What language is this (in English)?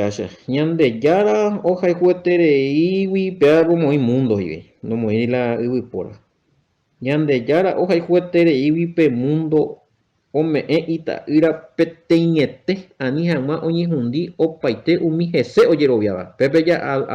Guarani